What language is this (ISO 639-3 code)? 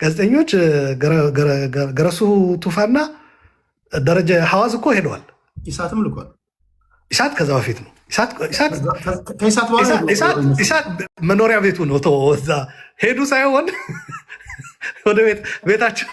amh